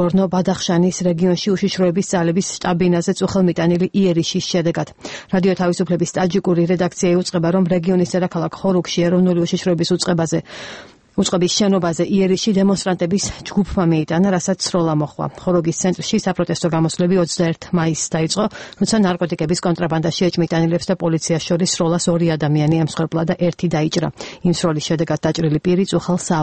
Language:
Georgian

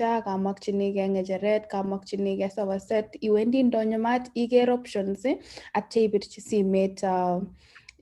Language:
Kalenjin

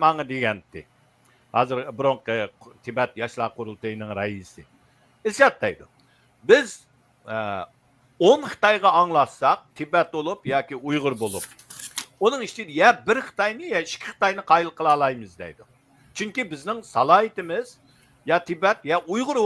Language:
Uyghur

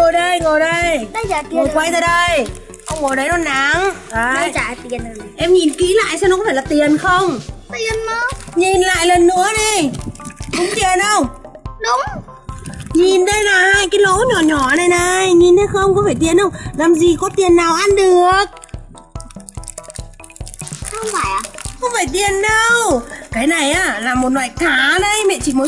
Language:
Vietnamese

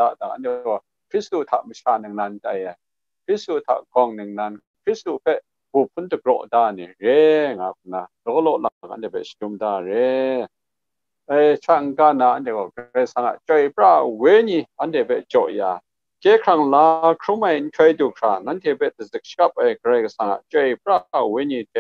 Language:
Kachin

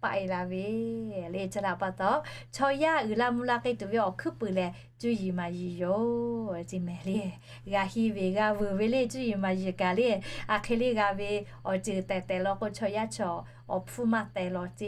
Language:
Lahu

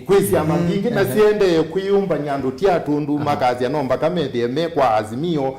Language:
Kamba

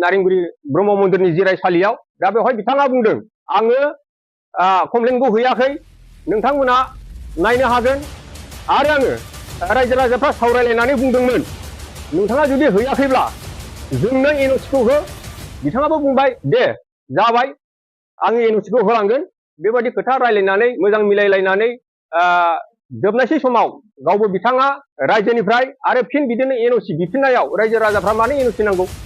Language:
Bodo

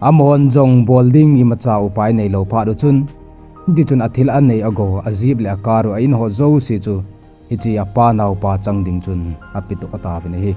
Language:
Thado Chin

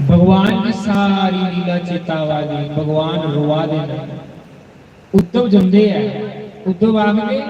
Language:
Dogri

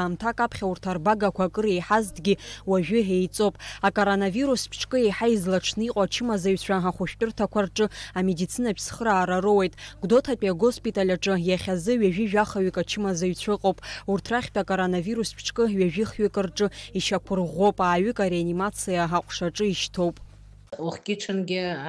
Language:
Abkhazian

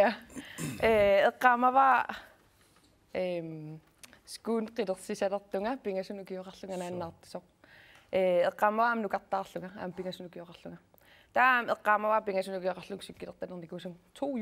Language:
Kalaallisut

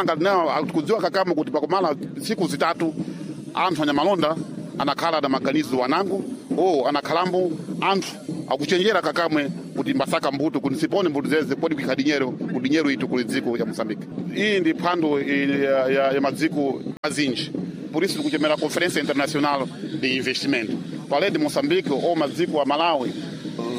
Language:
Sena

